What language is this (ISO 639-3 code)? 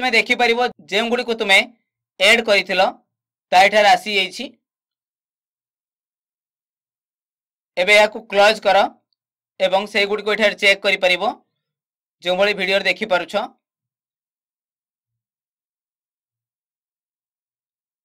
ori